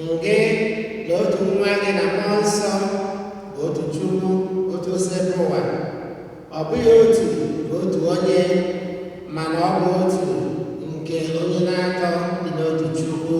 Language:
Igbo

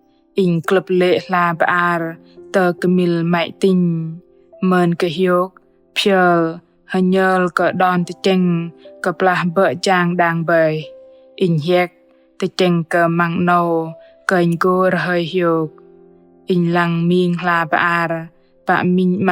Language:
Bahnar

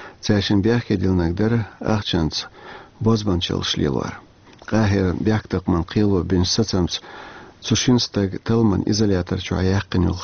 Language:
Chechen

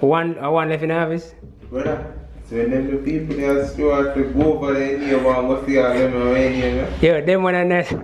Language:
Jamaican Creole English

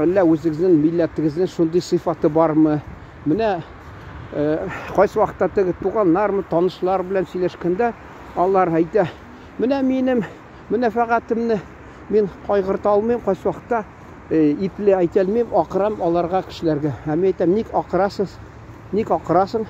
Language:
Tatar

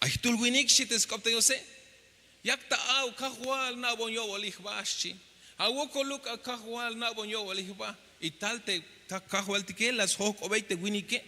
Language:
Tzeltal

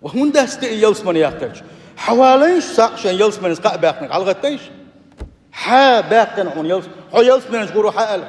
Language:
Chechen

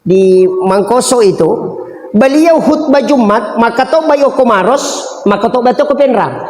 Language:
Buginese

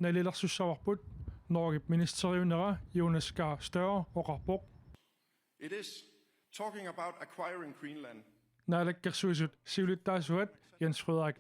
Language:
Kalaallisut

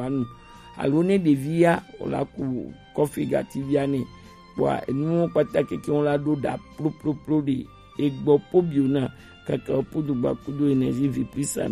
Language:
Gen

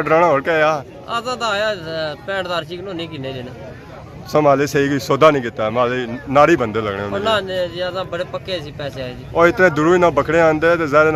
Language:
Pahari-Potwari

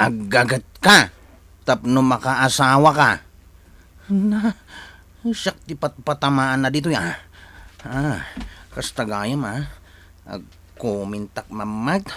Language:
Iloko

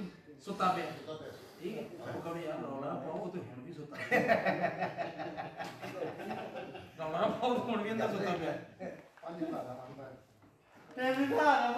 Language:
Punjabi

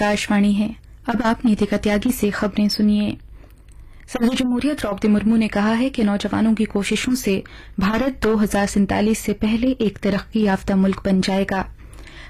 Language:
Urdu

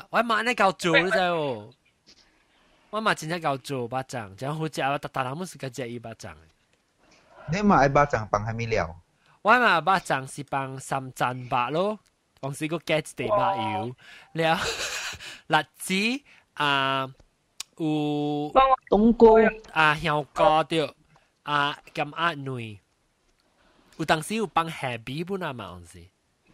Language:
Min Nan Chinese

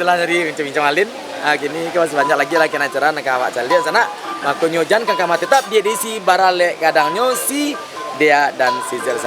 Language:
Minangkabau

